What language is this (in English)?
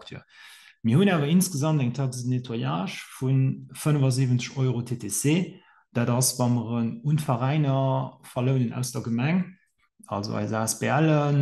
Luxembourgish